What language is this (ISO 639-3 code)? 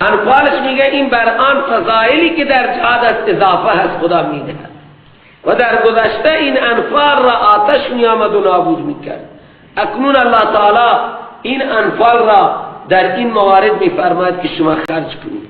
fas